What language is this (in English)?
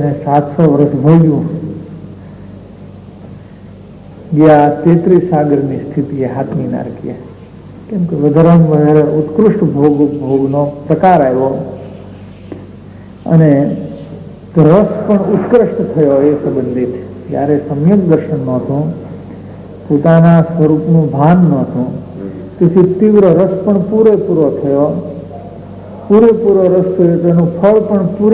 Gujarati